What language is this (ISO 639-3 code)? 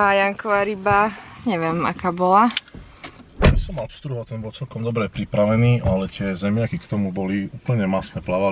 slk